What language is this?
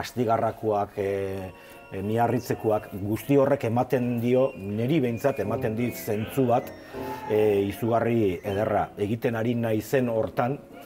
Basque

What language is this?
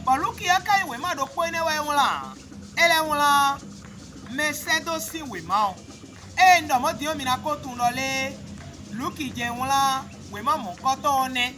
Fon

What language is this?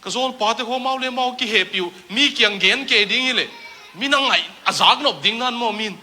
Tedim Chin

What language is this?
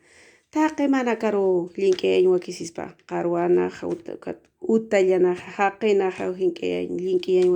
Aymara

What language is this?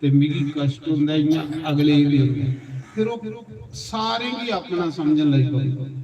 Dogri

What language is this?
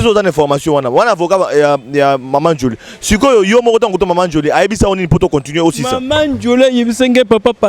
Lingala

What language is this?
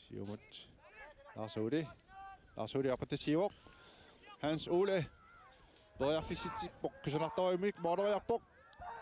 Kalaallisut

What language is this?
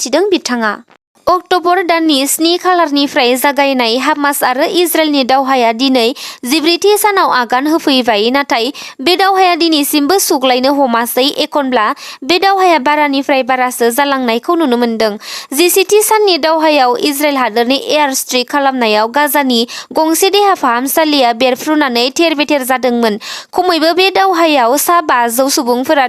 Bodo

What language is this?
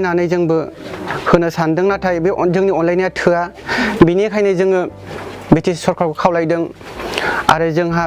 Bodo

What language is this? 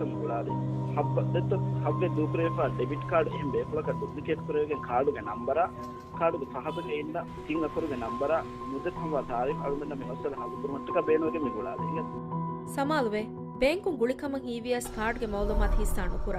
Divehi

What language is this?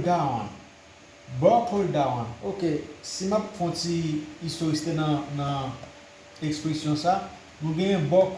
Haitian Creole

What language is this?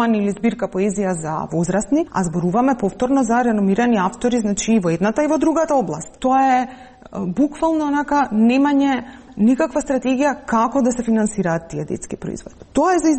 Macedonian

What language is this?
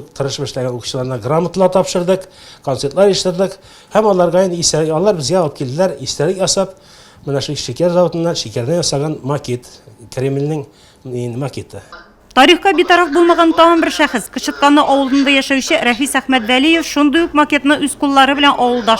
Tatar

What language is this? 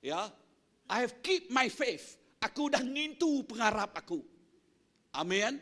Iban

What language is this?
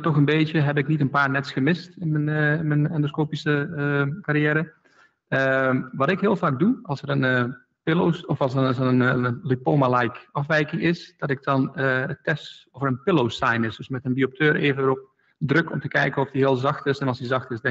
Dutch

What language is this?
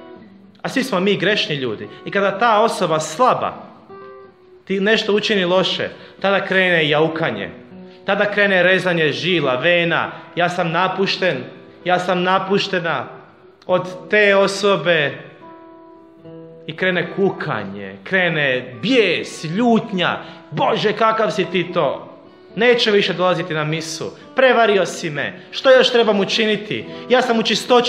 Croatian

